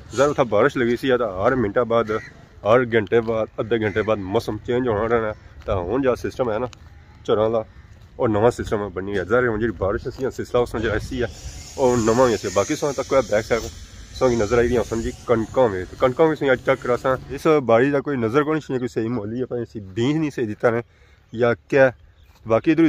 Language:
Pahari-Potwari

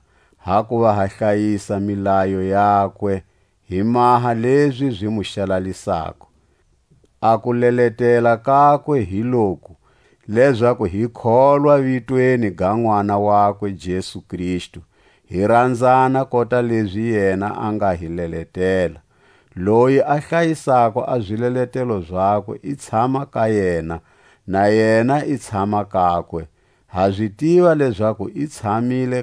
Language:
Tswa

